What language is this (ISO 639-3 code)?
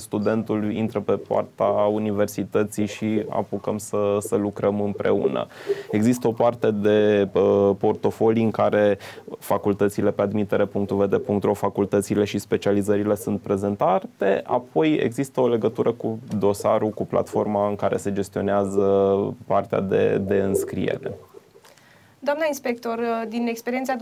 ron